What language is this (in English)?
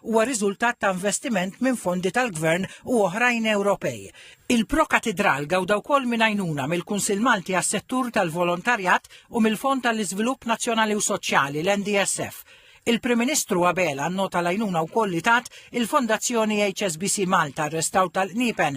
Maltese